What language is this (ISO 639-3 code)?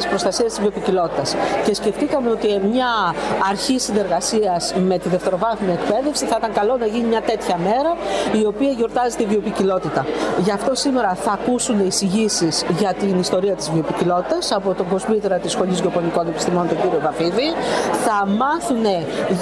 ell